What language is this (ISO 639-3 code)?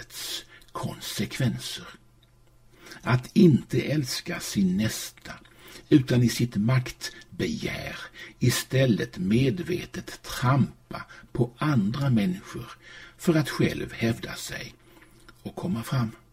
swe